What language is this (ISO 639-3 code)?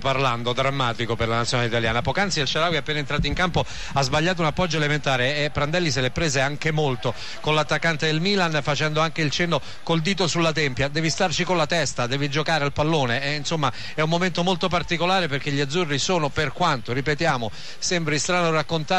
ita